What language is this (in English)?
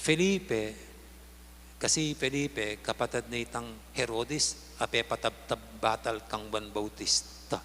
Pampanga